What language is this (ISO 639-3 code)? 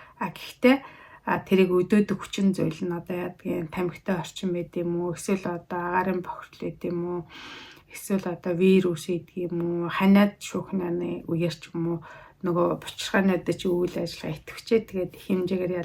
mon